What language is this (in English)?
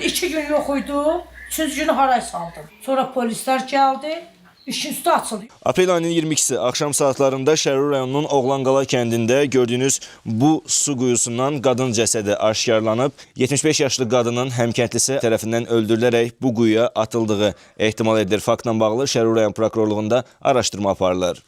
Azerbaijani